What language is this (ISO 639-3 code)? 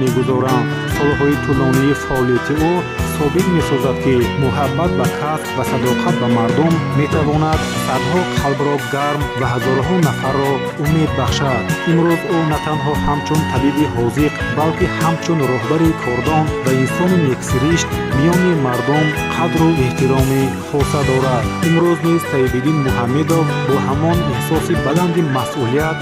tgk